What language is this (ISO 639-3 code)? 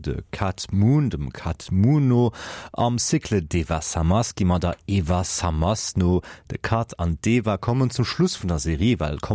ltz